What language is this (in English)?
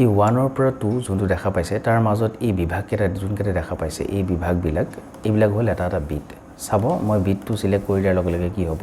Assamese